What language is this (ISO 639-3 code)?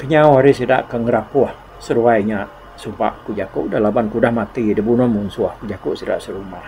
iba